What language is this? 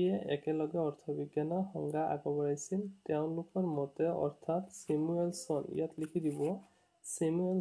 Assamese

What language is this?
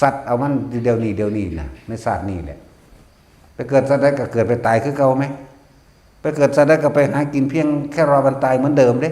Northeastern Thai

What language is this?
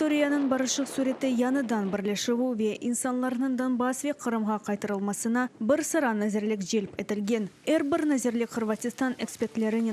Crimean Tatar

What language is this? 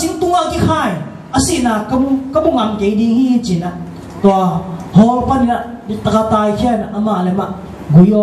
Tedim Chin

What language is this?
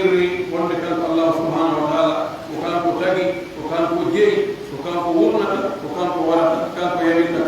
Pular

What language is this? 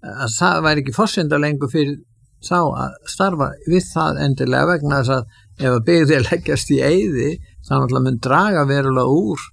Icelandic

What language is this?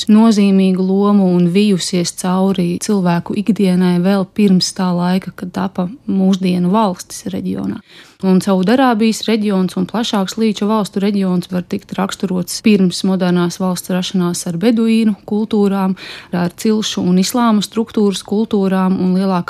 Latvian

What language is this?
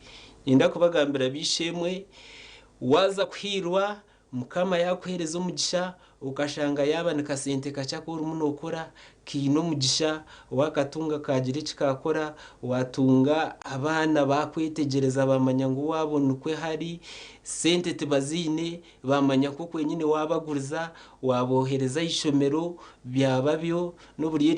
Nyankole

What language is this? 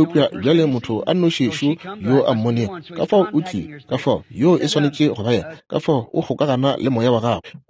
Northern Sotho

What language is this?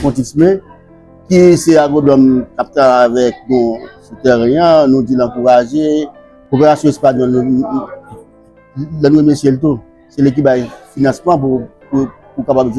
Haitian Creole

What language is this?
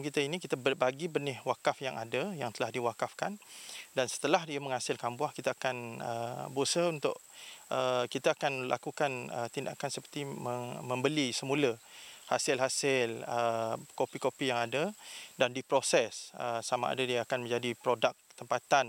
Malay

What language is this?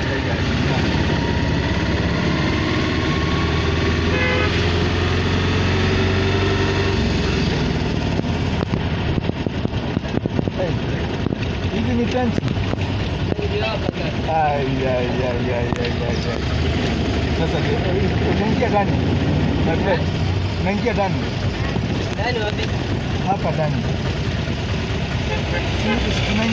Swahili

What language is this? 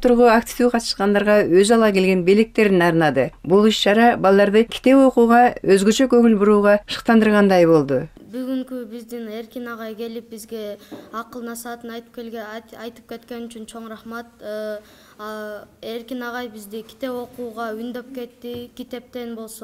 Kyrgyz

